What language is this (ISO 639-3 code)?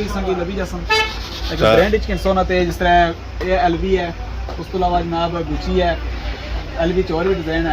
phr